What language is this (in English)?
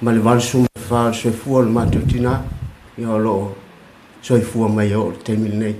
Samoan